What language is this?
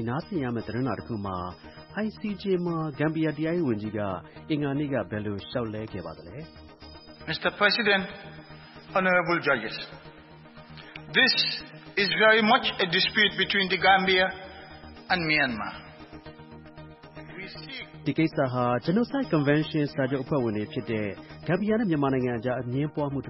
Burmese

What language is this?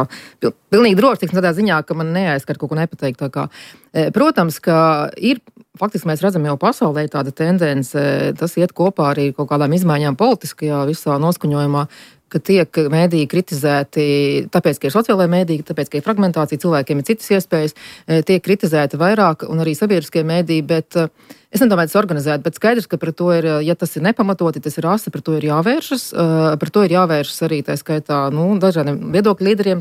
Latvian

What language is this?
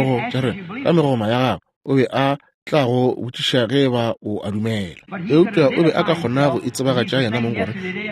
Northern Sotho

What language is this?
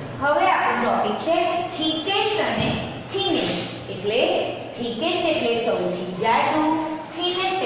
Gujarati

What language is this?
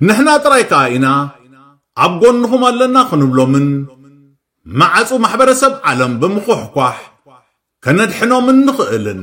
Tigrinya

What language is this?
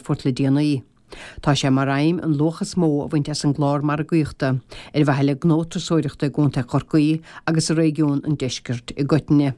Irish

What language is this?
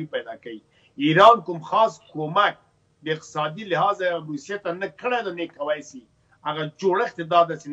Pashto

